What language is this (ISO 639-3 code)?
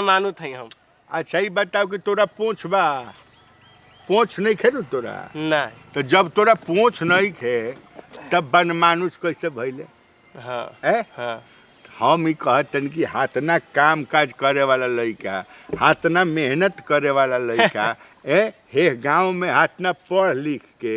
bho